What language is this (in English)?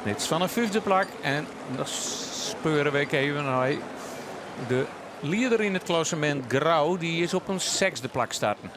Western Frisian